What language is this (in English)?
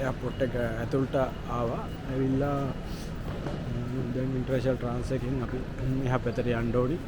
Sinhala